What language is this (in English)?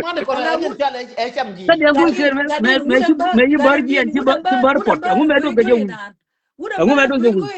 Nuer